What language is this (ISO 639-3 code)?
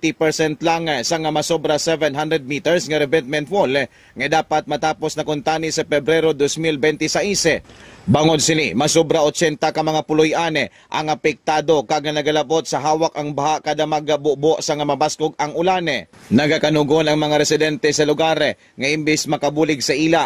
hil